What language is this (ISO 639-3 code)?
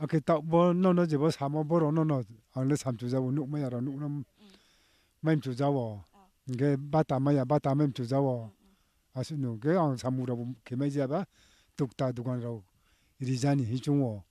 trp